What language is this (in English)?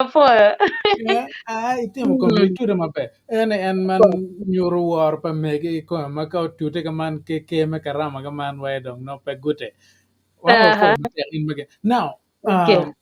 Acoli